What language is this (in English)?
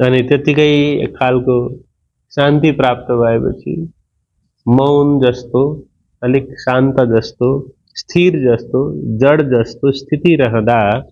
Nepali